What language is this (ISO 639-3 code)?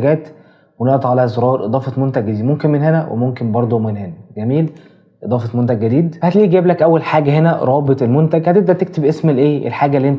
arz